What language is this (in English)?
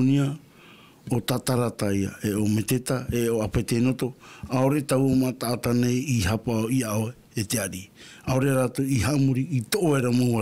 Tahitian